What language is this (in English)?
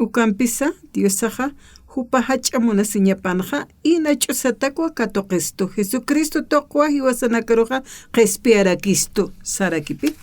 Aymara